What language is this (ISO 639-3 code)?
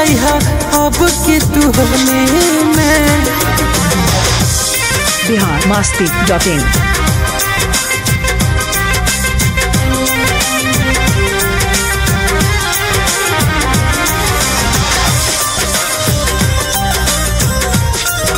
bho